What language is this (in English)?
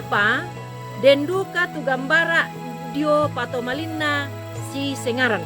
Toraja-Sa'dan